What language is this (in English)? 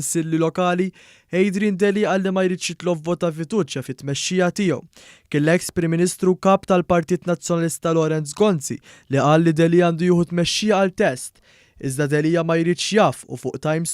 Maltese